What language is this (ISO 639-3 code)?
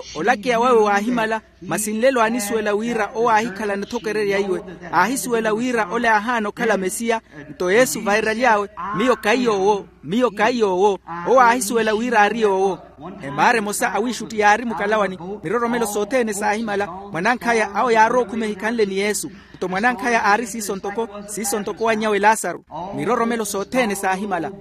vmw